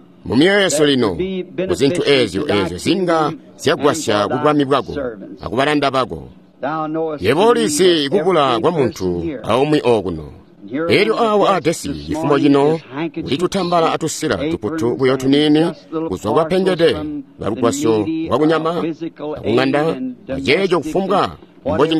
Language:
Tonga (Zambia)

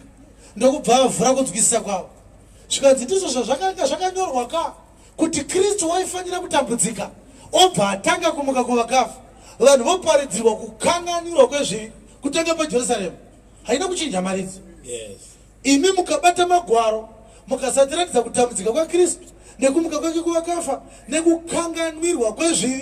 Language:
Shona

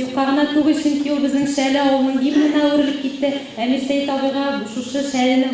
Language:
Tatar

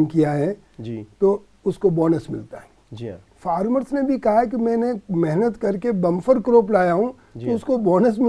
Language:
Hindi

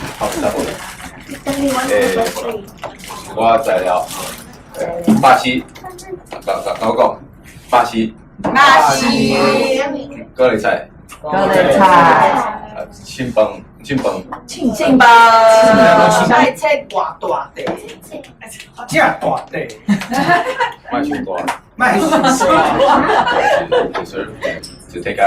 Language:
Min Nan Chinese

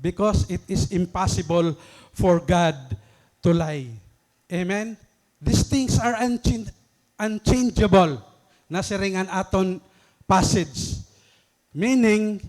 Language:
Waray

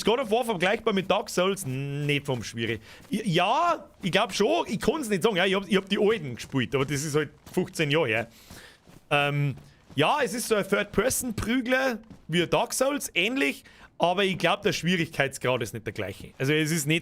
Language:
Bavarian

